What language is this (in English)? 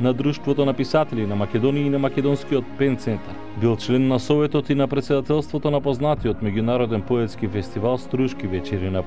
Macedonian